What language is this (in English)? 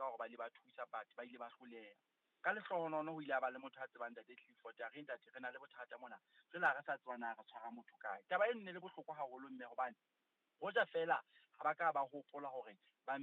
Southern Sotho